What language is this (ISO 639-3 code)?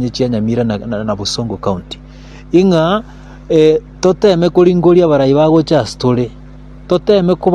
guz